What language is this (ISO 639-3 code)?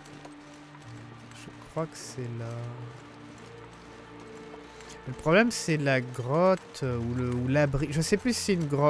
fra